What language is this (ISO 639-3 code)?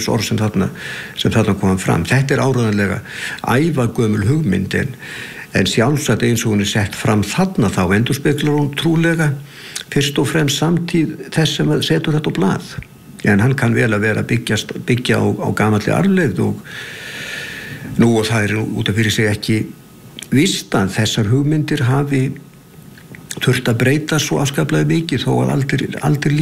isl